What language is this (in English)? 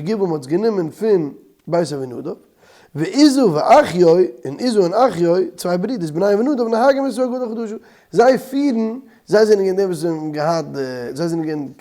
Yiddish